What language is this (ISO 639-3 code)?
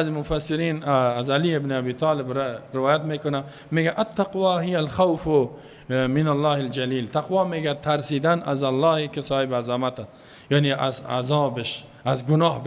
fas